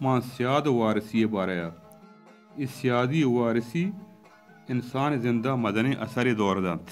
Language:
Baluchi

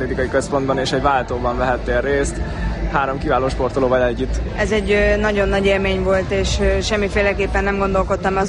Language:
Hungarian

